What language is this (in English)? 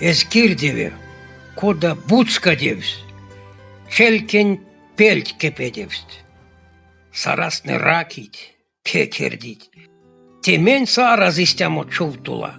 Erzya